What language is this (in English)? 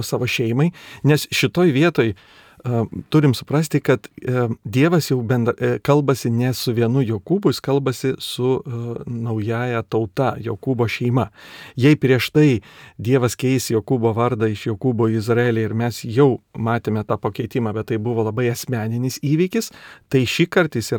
Lithuanian